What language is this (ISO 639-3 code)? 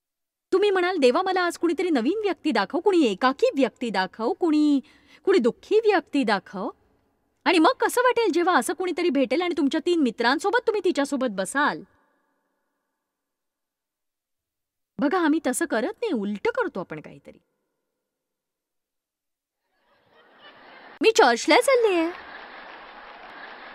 mar